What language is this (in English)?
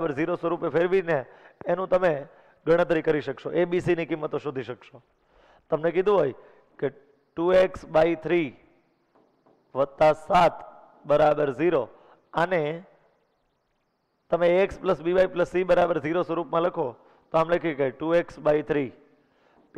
Gujarati